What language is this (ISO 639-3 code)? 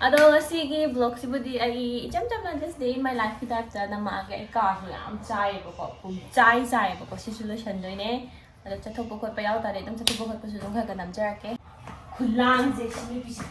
mni